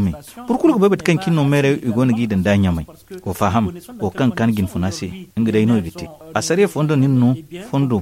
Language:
Zarma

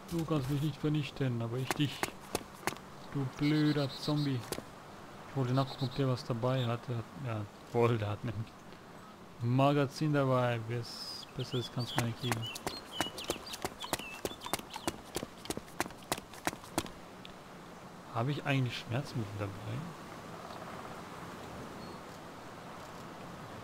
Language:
German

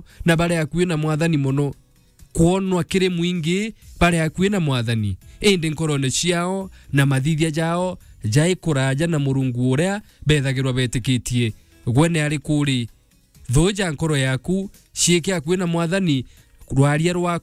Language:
Meru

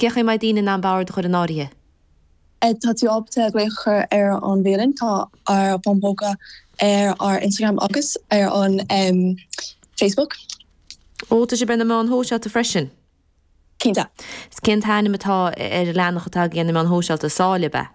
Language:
Irish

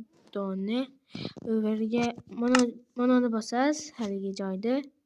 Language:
Uzbek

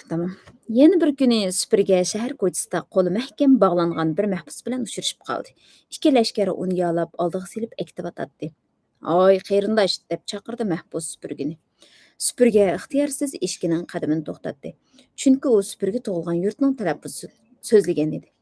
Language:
Uyghur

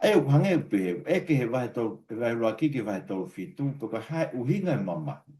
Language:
Tongan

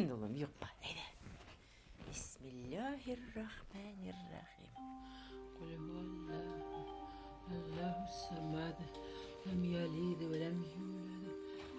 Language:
Bashkir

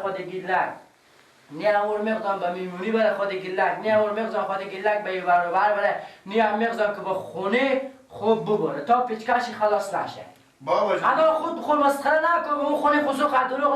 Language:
Persian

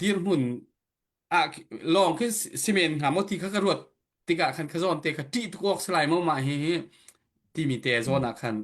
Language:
Hakha Chin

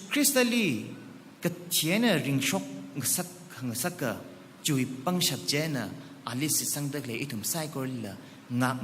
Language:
Tangkhul Naga (India)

